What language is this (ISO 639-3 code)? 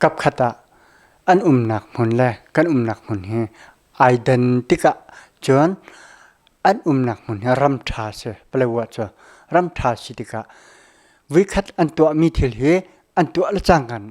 cnh